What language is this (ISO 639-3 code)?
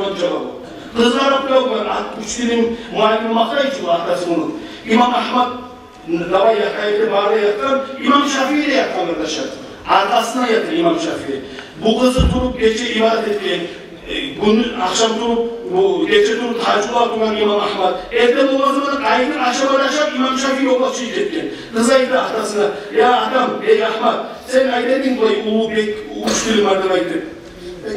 kum